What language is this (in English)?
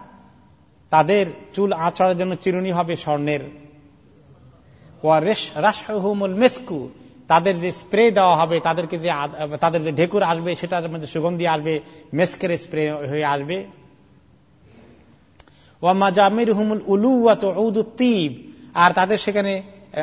Bangla